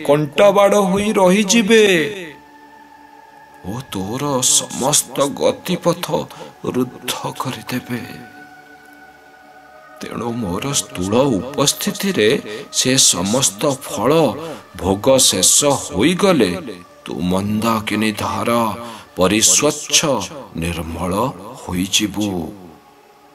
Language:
Odia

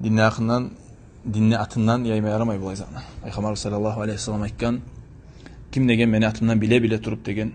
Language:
Kumyk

